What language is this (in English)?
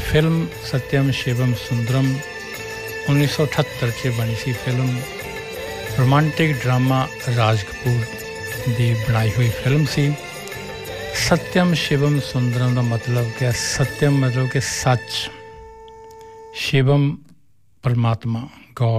Punjabi